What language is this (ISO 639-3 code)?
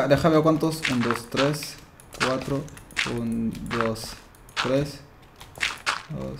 spa